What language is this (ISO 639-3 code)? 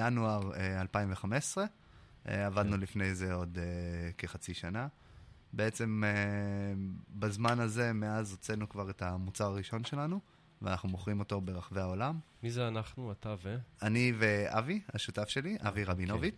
heb